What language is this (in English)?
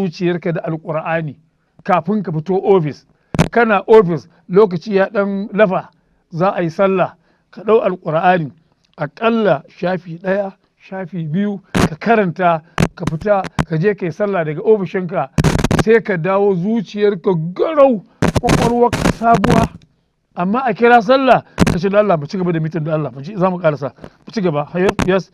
Hausa